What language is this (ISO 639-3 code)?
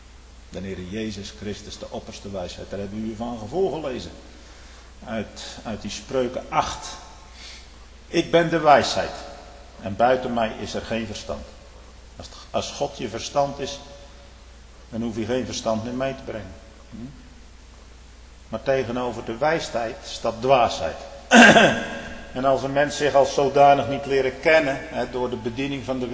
nld